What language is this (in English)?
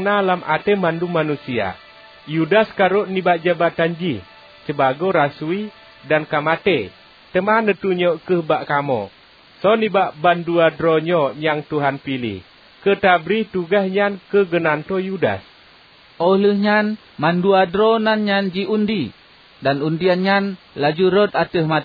Achinese